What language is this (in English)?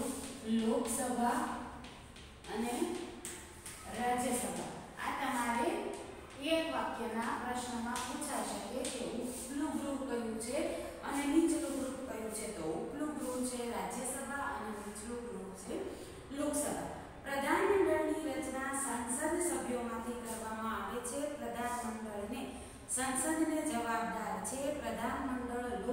Gujarati